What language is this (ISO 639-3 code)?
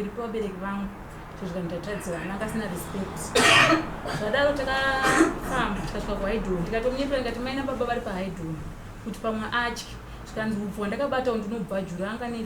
sna